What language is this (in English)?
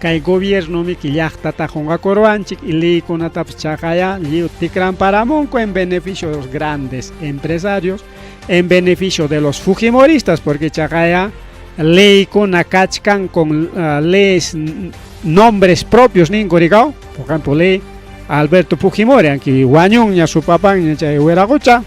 Ayacucho Quechua